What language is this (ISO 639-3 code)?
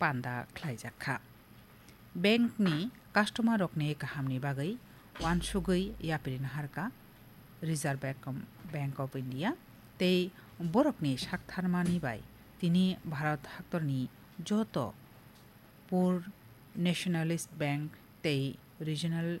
trp